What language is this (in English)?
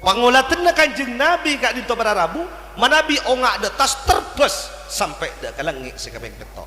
Madurese